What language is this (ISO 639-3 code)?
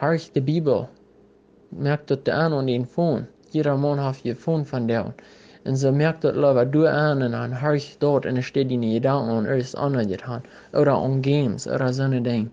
pdt